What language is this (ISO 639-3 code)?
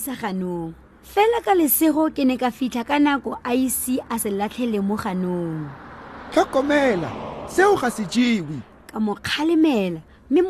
tsn